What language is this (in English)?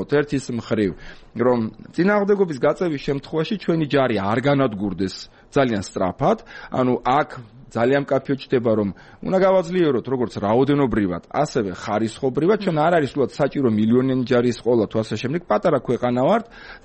Georgian